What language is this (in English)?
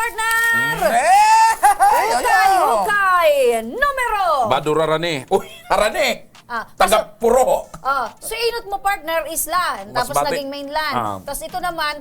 Bikol